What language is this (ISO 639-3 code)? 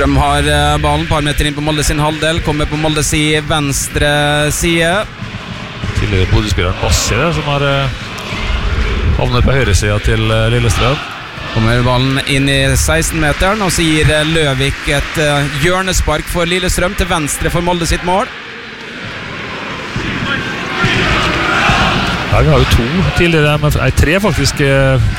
nor